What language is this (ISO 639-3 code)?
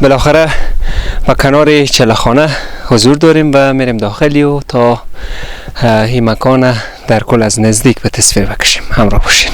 fas